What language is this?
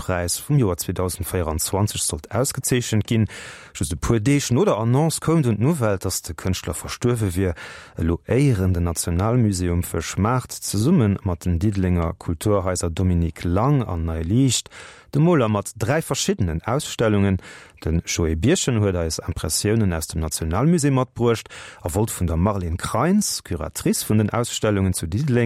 Luxembourgish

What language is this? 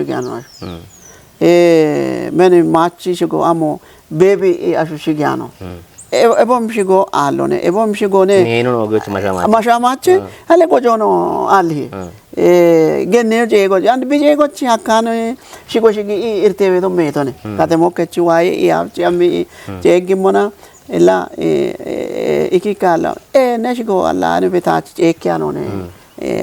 Kafa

